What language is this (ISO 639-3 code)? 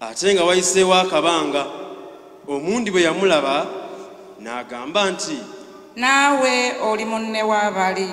lug